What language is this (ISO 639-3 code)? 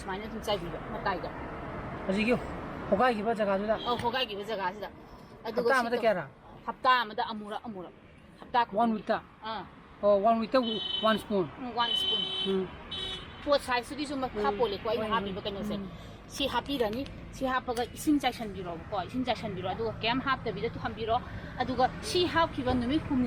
mni